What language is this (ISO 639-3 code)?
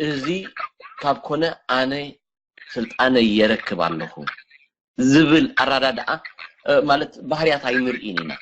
tir